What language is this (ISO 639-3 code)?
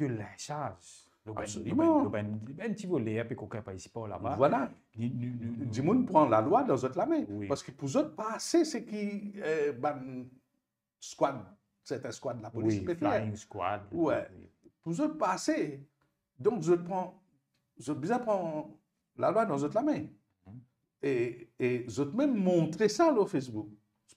mfe